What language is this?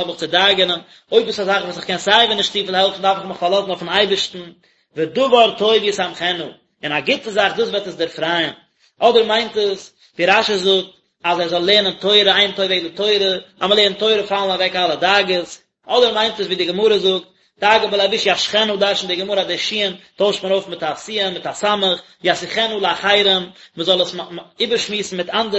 Yiddish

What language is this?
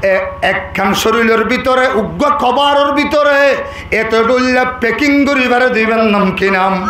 Rohingya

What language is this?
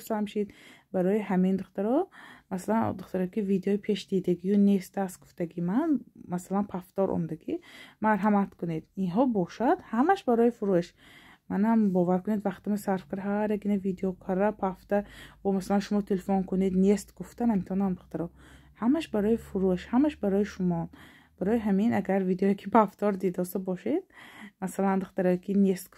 Tajik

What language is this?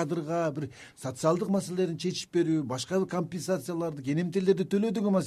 Kyrgyz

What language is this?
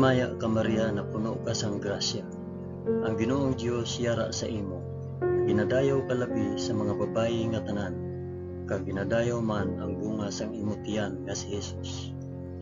Hiligaynon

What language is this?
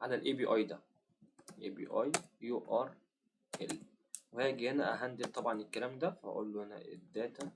Egyptian Arabic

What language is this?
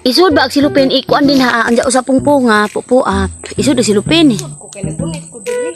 Cebuano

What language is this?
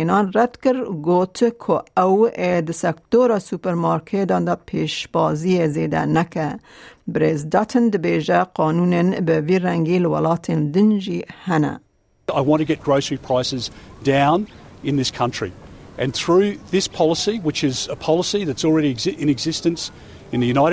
Kurdish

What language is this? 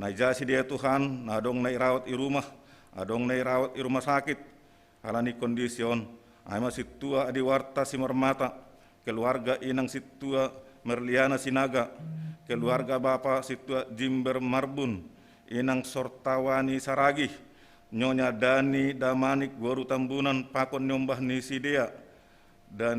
Batak Simalungun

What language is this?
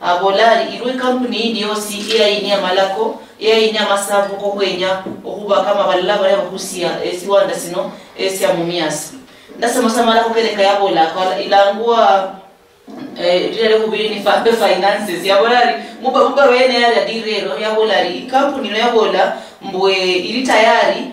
Luyia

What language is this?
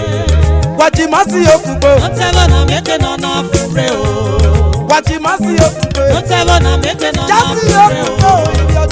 Esan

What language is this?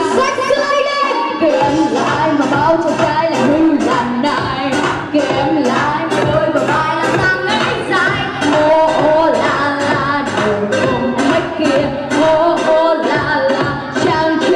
Vietnamese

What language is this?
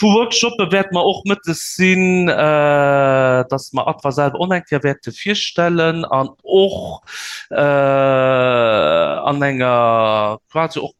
Luxembourgish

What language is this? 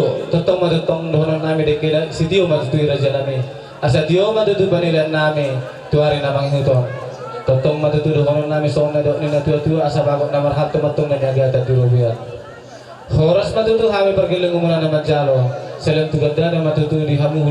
Batak Toba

